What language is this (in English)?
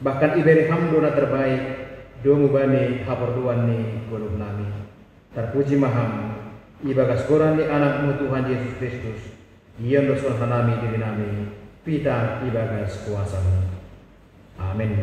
Batak Simalungun